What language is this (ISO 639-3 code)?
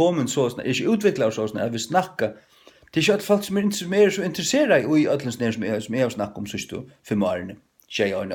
fao